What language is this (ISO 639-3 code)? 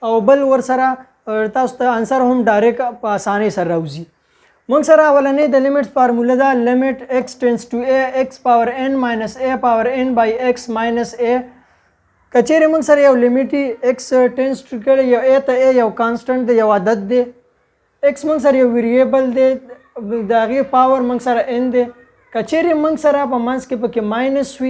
pus